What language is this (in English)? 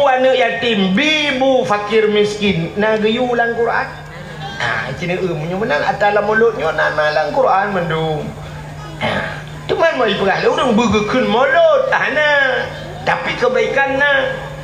Achinese